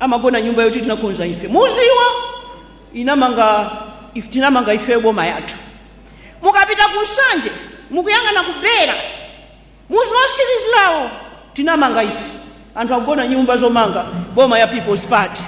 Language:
Nyanja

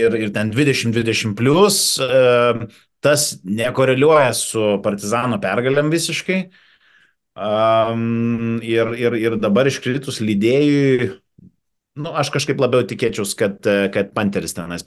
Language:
Lithuanian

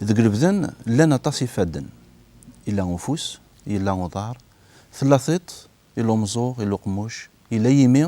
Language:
Kabyle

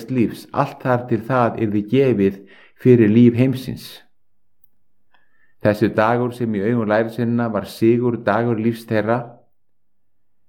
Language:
Icelandic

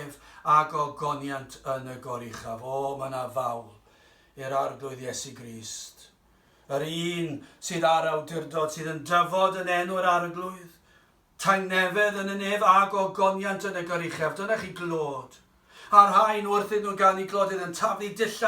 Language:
Welsh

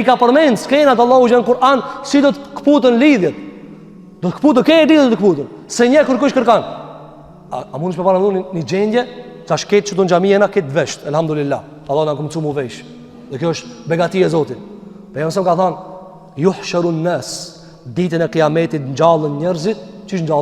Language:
Albanian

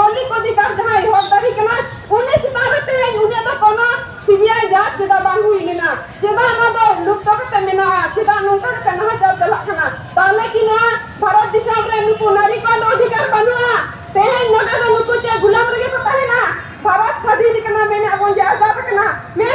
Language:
Santali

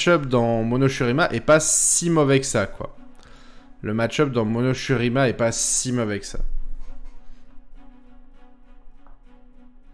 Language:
French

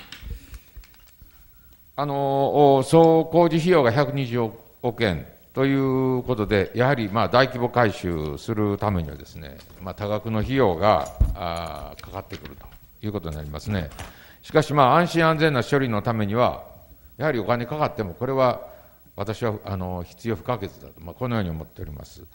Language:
Japanese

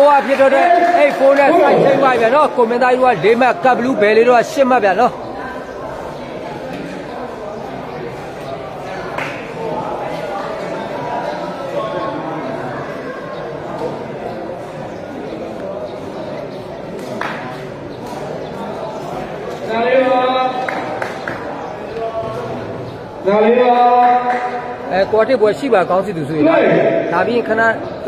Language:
Burmese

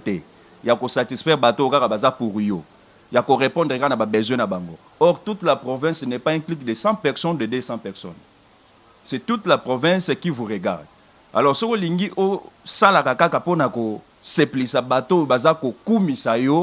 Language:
Lingala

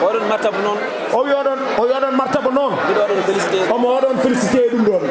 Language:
Fula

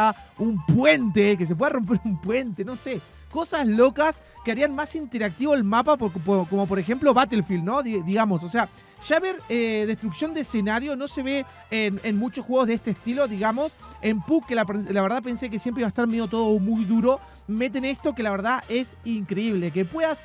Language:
Spanish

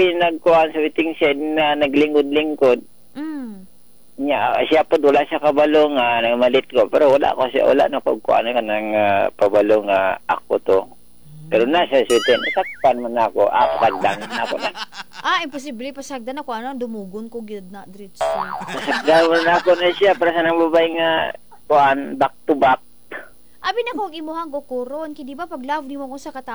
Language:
Cebuano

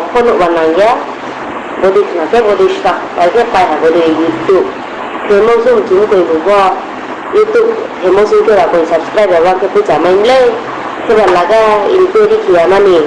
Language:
Riang (India)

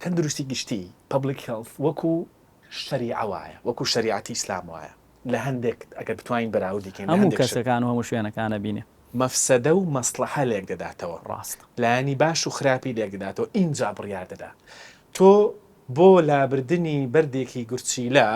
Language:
Central Kurdish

